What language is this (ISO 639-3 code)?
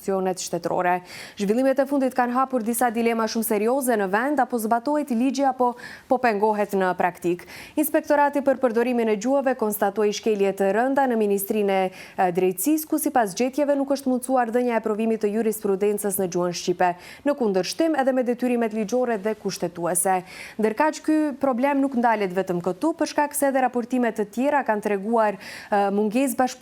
sqi